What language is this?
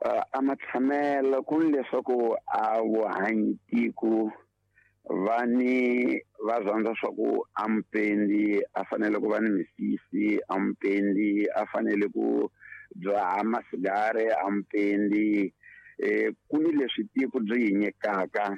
Tsonga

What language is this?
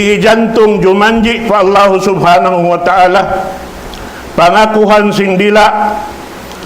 Tausug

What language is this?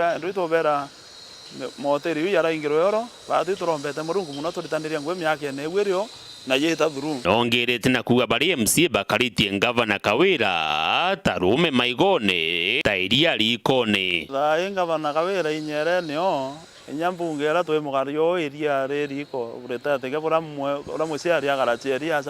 Meru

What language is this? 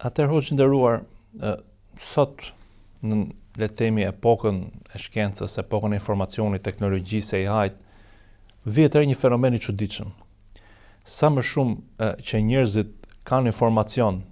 Albanian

